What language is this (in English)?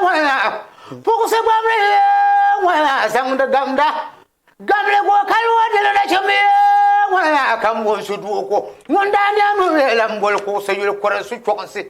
Dagbani